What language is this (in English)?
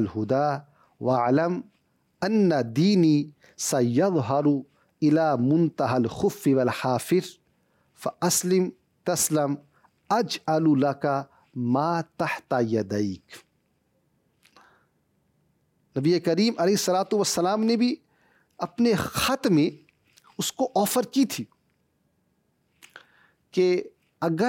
Urdu